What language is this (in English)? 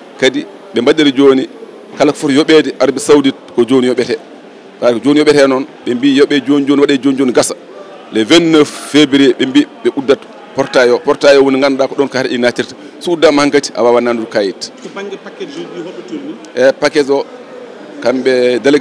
Fula